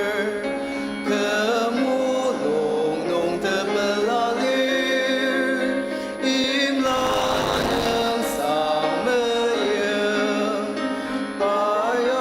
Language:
Ao Naga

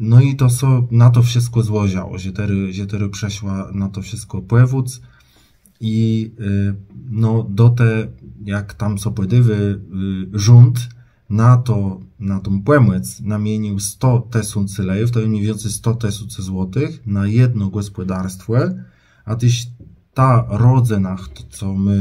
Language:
Kashubian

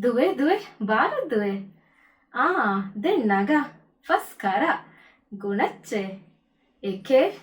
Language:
Divehi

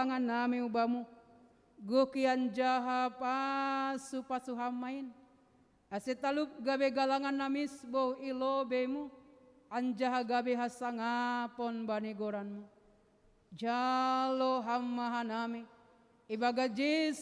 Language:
Batak Simalungun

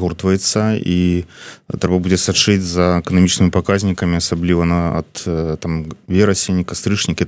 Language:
Belarusian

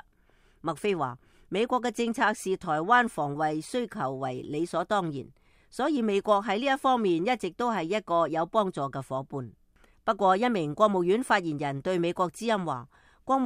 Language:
Cantonese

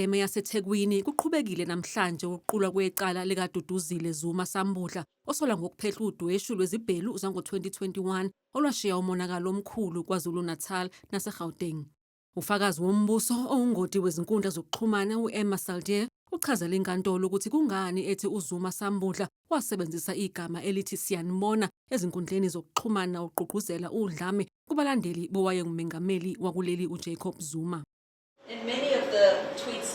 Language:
Zulu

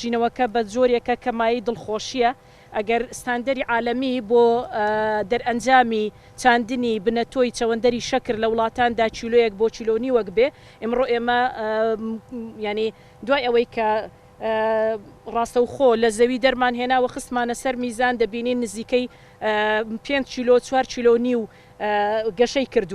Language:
Central Kurdish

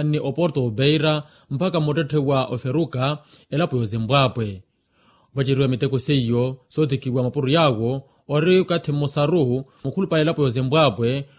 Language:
Makhuwa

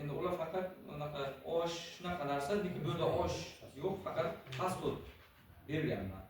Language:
Uzbek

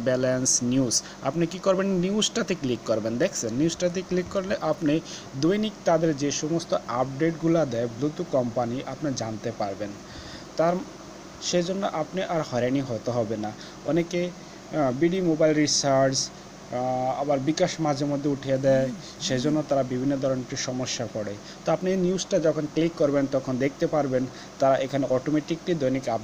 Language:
Bangla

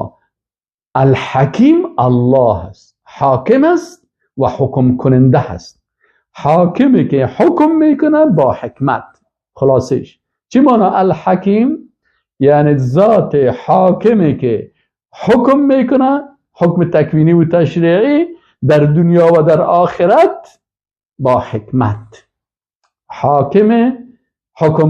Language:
Persian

